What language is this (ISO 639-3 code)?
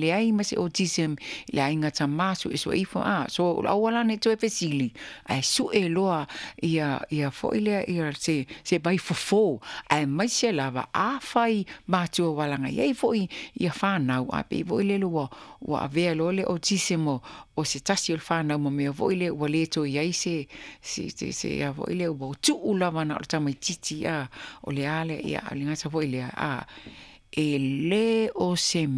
smo